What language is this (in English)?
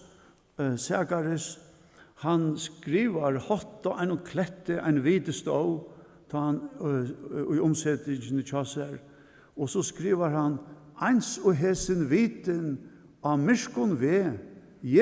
Faroese